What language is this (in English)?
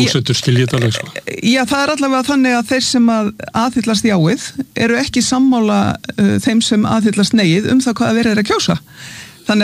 Icelandic